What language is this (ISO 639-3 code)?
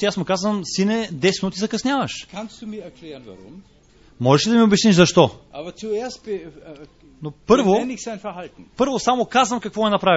bul